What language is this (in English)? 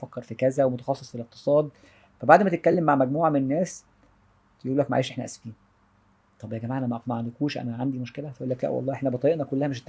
Egyptian Arabic